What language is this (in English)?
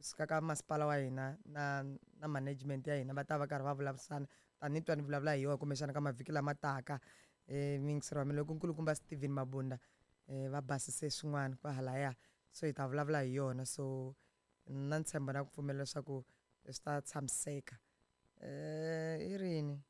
Tsonga